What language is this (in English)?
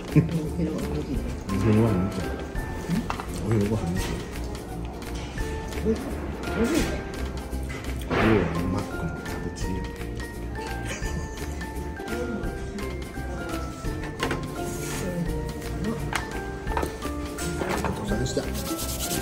Japanese